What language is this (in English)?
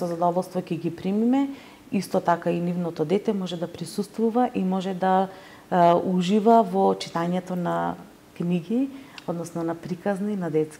Macedonian